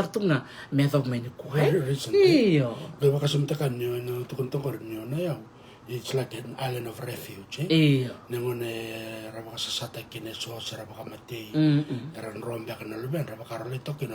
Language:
Fijian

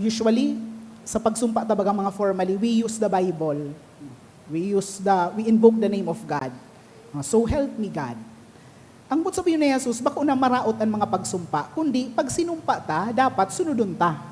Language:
Bikol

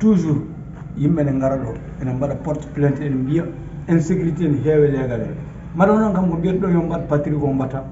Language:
Fula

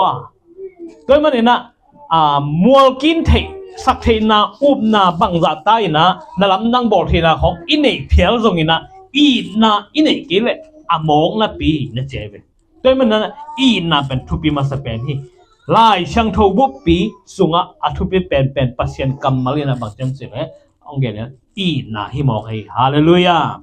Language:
Tedim Chin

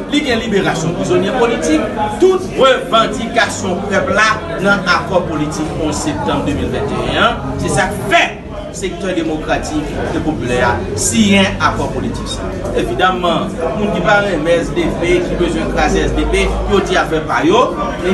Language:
Haitian Creole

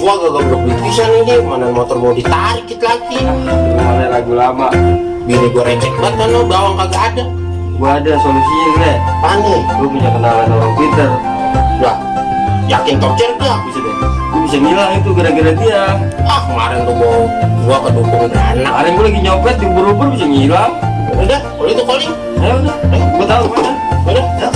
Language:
Betawi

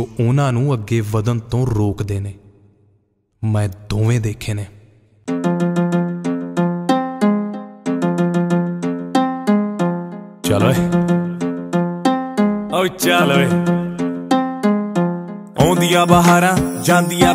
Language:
Punjabi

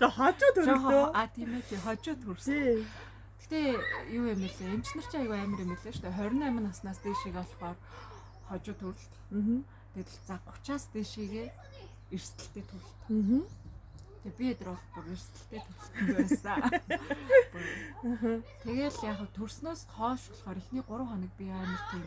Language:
Mongolian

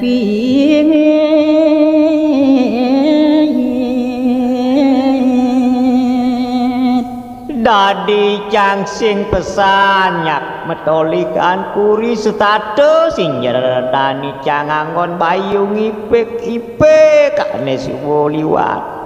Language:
Balinese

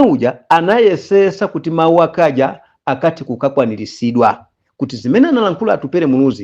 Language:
Nyanja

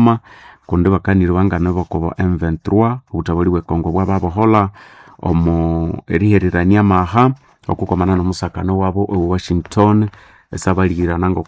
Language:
Nande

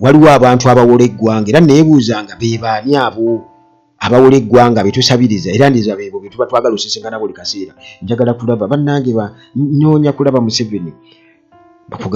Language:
Ganda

